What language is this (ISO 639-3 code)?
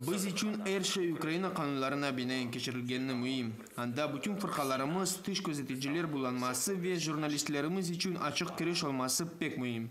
crh